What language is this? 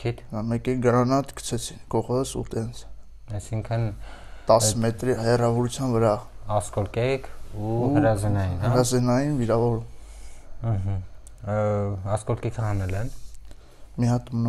Armenian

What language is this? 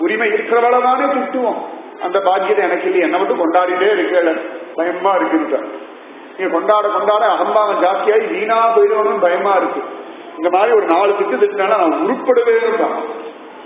Tamil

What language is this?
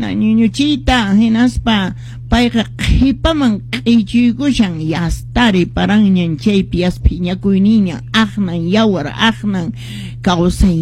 Quechua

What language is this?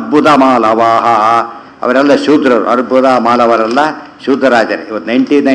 Kannada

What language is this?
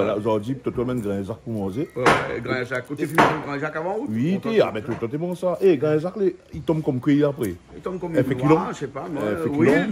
Réunion Creole French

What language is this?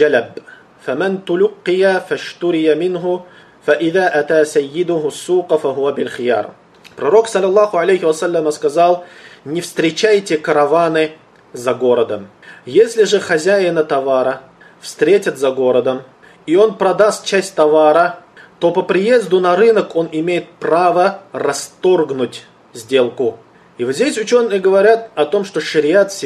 Russian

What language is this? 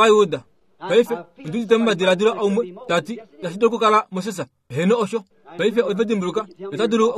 Kuanyama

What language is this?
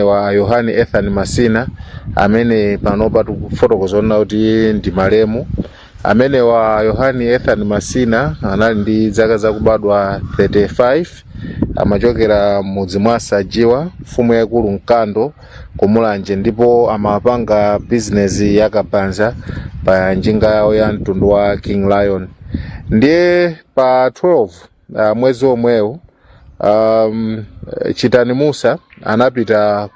Nyanja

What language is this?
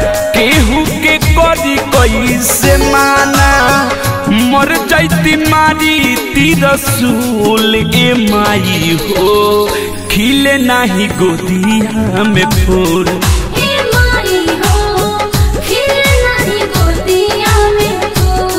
Bhojpuri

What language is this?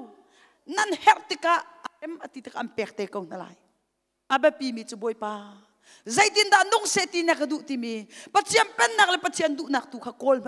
Hakha Chin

